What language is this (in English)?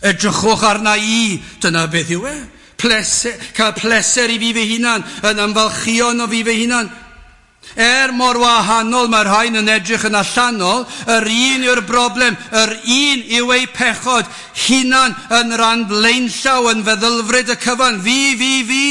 Welsh